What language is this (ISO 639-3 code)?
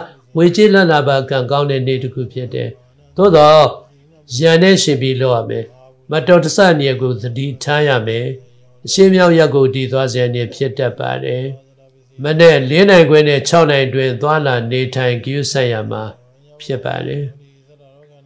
mya